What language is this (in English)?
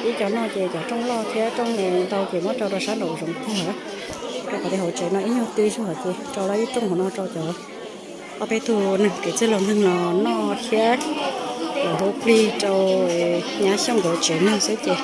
Hmong